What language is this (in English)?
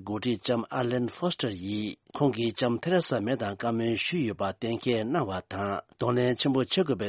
Tibetan